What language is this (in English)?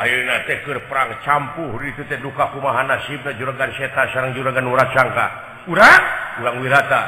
Sundanese